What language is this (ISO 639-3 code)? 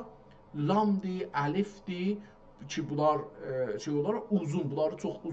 azb